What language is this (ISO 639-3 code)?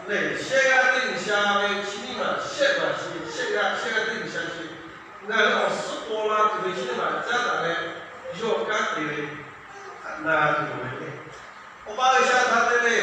lhu